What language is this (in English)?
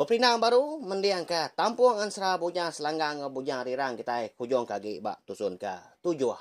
Iban